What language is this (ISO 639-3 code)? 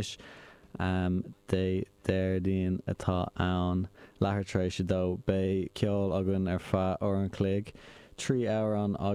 gle